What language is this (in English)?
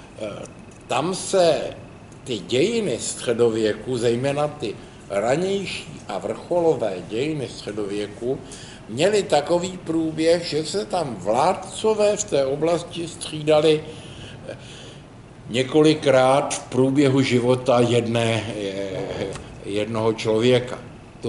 Czech